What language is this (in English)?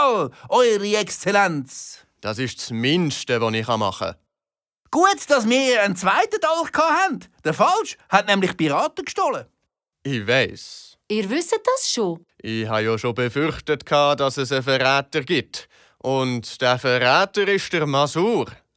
Swiss German